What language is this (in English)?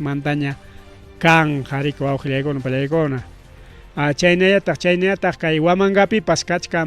Ayacucho Quechua